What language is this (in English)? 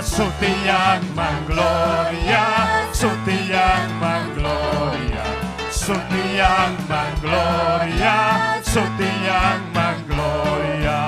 Ayacucho Quechua